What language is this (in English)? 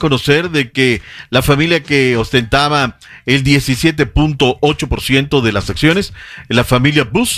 Spanish